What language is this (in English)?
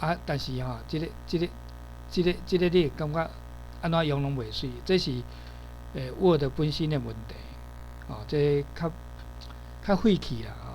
Min Nan Chinese